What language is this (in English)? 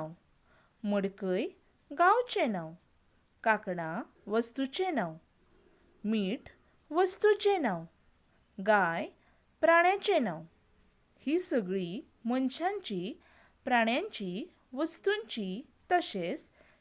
Konkani